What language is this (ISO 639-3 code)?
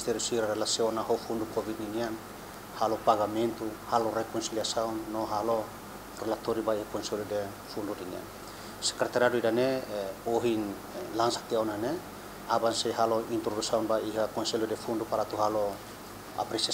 tet